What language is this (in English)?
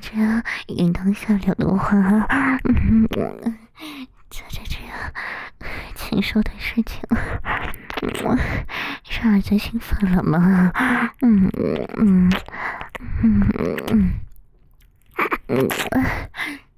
Chinese